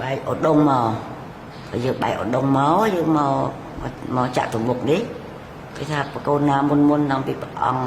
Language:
Khmer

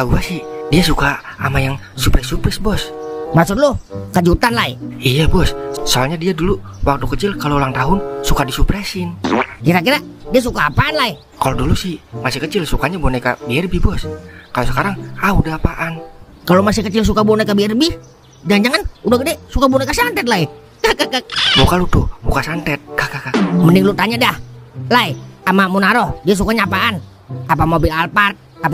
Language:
Betawi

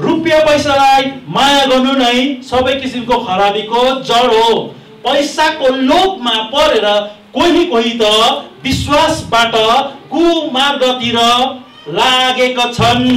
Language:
Nepali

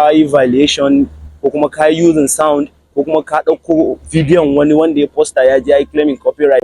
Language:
Hausa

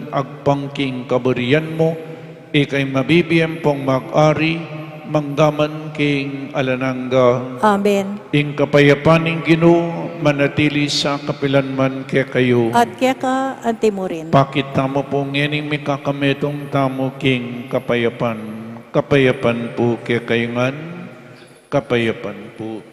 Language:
Pampanga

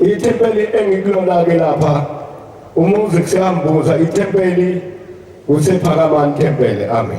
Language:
Zulu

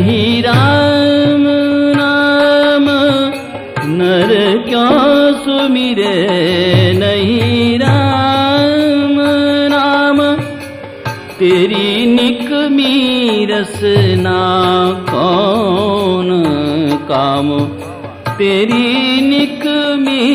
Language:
Hindi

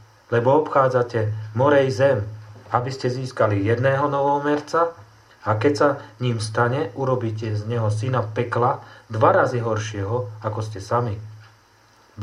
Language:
Slovak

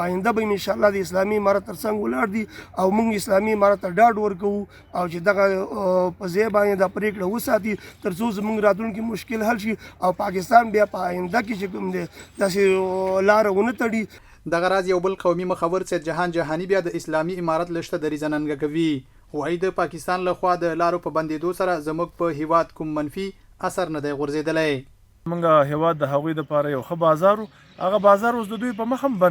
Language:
Pashto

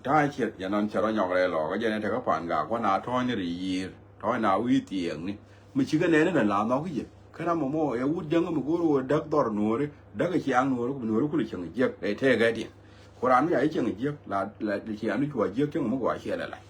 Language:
Nuer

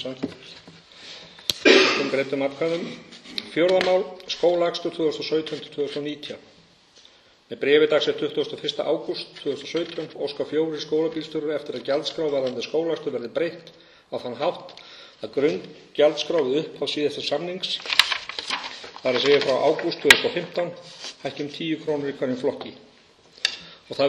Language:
Icelandic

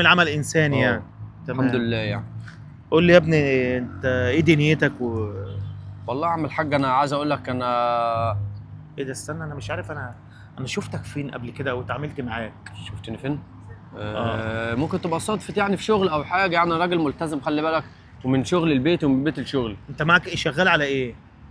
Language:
Egyptian Arabic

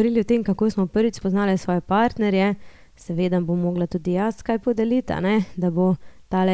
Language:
Slovenian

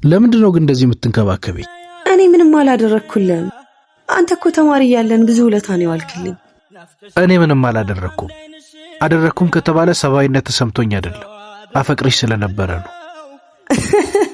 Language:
Amharic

